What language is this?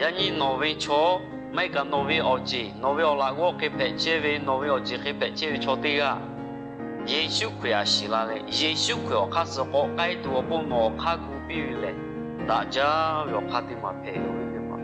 Lahu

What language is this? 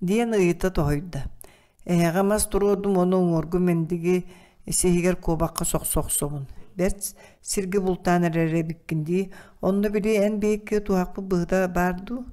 Yakut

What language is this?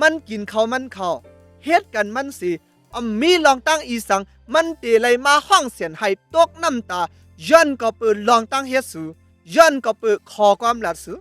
Shan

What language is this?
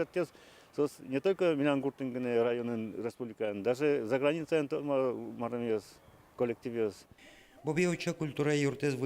Udmurt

